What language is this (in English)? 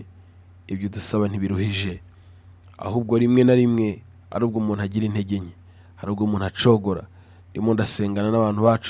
Kinyarwanda